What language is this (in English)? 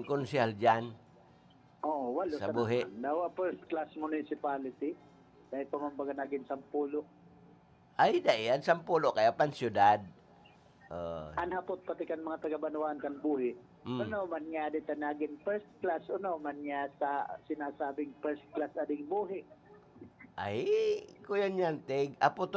Bikol